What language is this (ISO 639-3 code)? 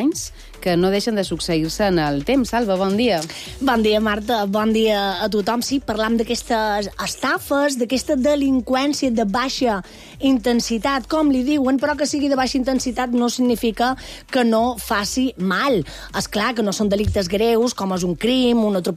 cat